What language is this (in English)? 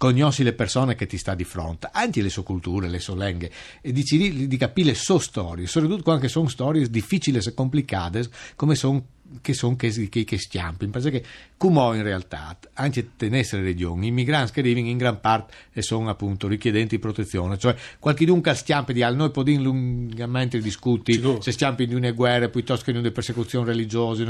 Friulian